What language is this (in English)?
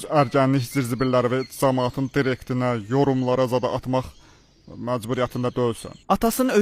Azerbaijani